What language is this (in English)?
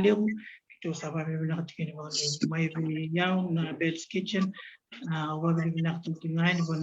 Fijian